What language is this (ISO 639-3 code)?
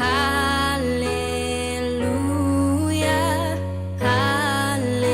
pap